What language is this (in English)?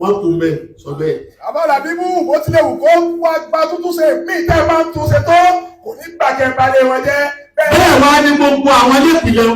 Yoruba